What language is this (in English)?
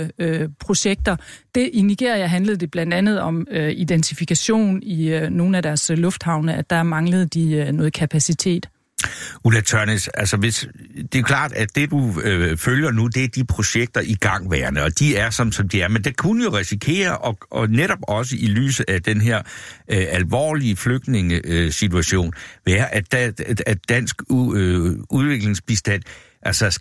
Danish